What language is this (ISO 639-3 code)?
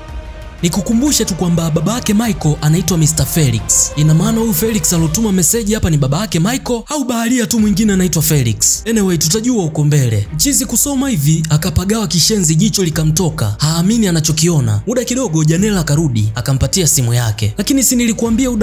swa